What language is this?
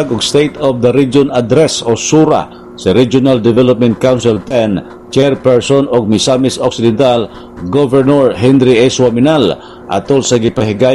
Cebuano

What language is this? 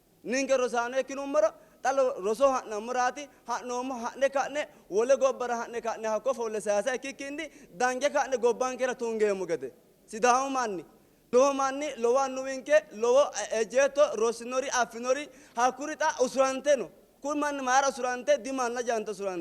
Sidamo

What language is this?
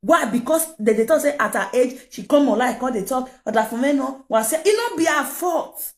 Nigerian Pidgin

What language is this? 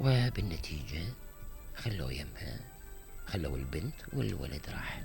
Mesopotamian Arabic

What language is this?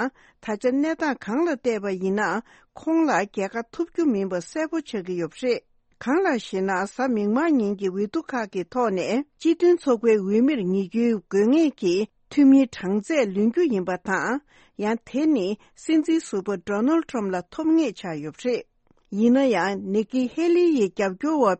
Tibetan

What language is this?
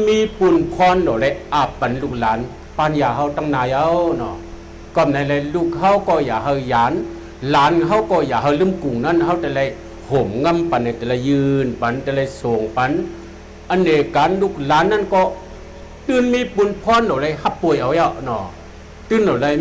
Shan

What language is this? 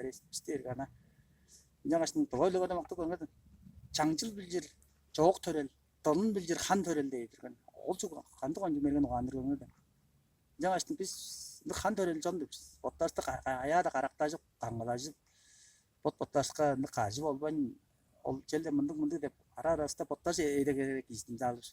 Tuvinian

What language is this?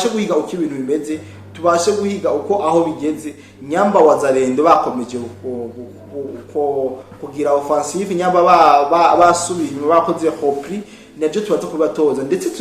Rundi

